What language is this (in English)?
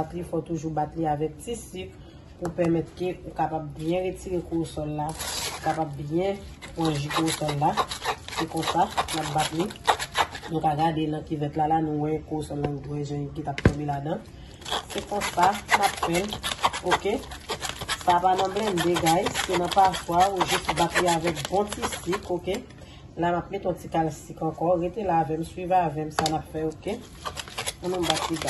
Haitian Creole